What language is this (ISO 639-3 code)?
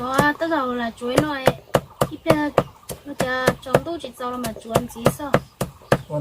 hmn